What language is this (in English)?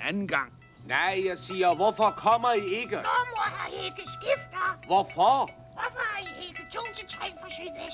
Danish